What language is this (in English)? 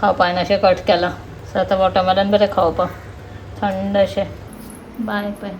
Konkani